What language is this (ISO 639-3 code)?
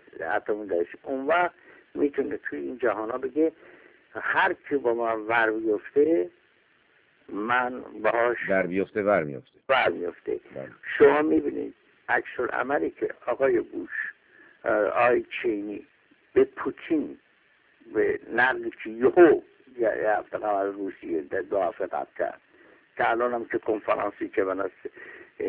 fas